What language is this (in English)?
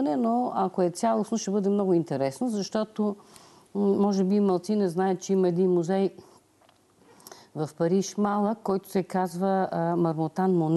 Bulgarian